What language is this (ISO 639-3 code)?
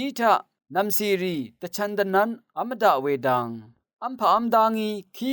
raw